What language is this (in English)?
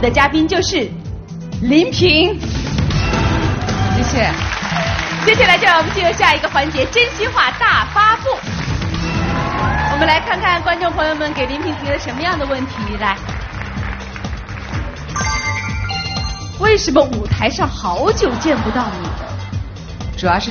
Chinese